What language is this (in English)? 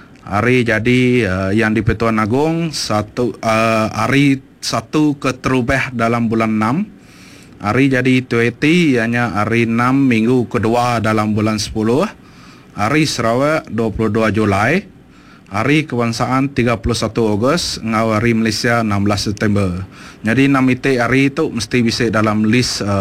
Iban